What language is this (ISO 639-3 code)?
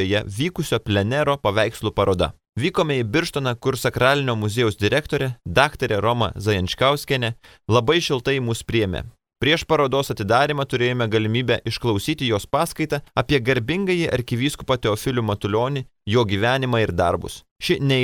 lit